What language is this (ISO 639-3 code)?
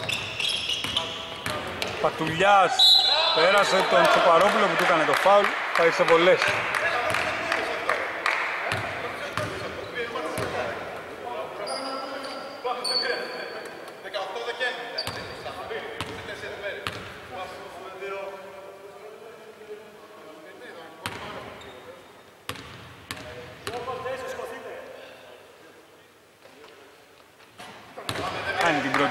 ell